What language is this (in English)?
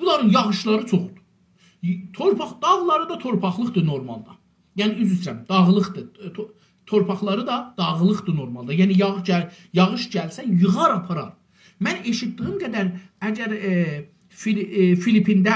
South Azerbaijani